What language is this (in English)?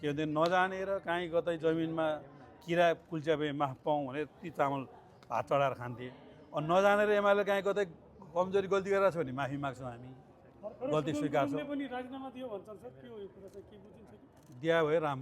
Nepali